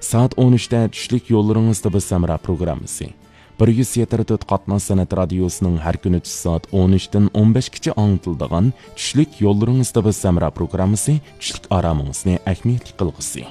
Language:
Uyghur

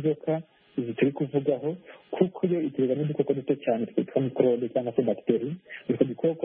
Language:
Kinyarwanda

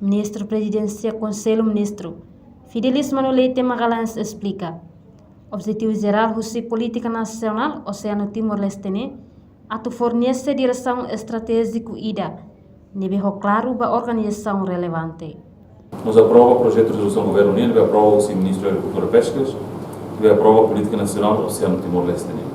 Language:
Tetum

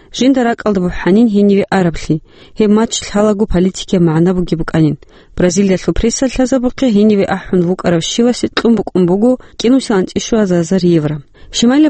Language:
Avaric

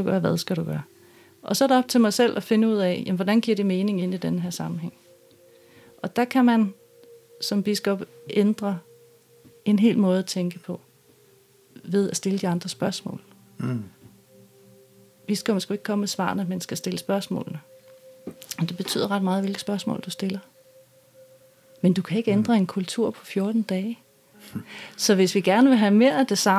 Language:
Danish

